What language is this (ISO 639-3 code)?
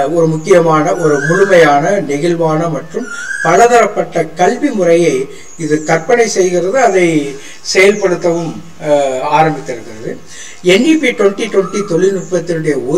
tam